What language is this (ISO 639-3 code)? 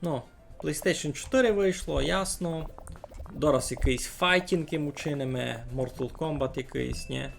rue